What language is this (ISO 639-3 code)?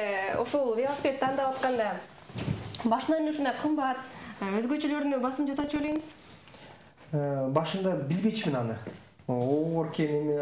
kir